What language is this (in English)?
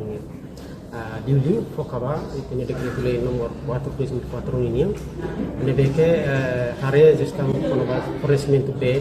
Tetum